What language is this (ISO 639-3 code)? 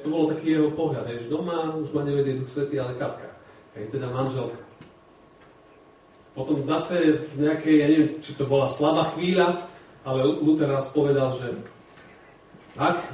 slk